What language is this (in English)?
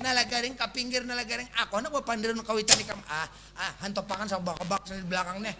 Banjar